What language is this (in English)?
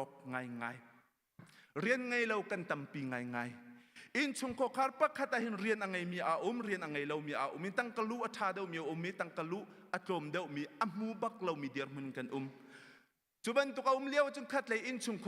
Hakha Chin